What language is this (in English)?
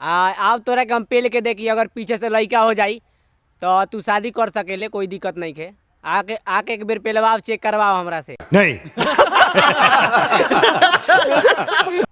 Bhojpuri